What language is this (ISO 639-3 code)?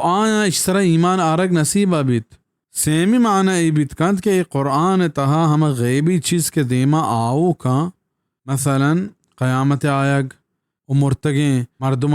bal